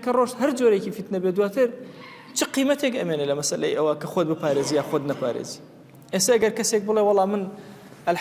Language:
Central Kurdish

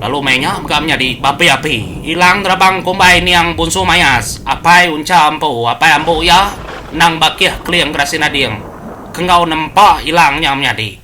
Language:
Iban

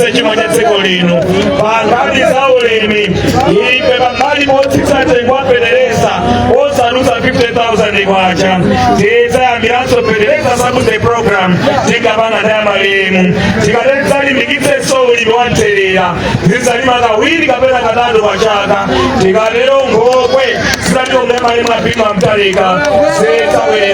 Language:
Nyanja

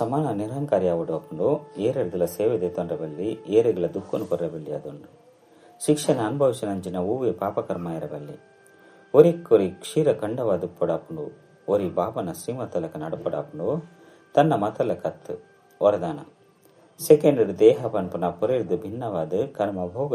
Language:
Tulu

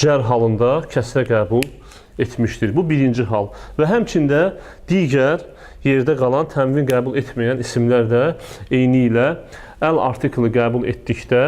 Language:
Azerbaijani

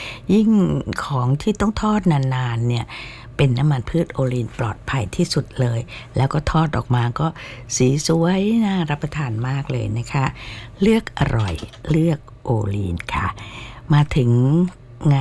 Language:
Thai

